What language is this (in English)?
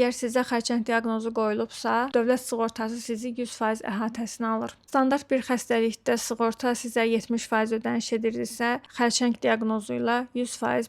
Azerbaijani